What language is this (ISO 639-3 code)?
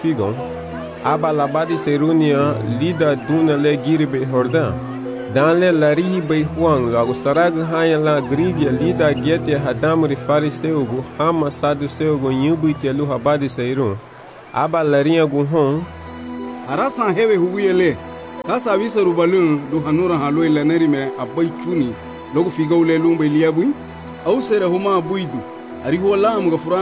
cab